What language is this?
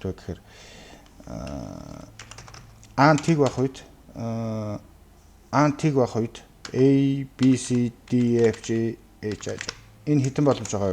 Mongolian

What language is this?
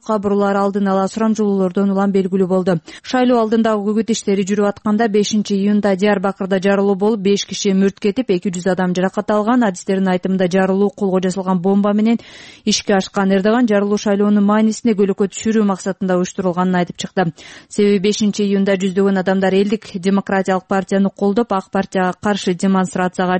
Kyrgyz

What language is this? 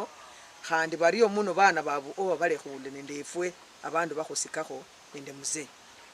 Luyia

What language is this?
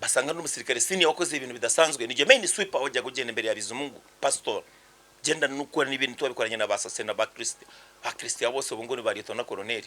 Kinyarwanda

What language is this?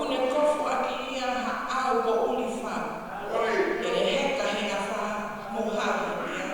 Tongan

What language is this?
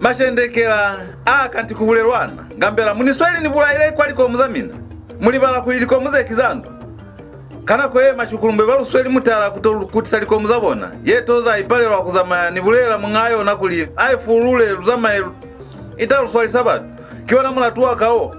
Lozi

